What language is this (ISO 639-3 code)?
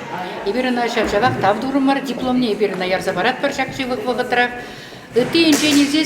chv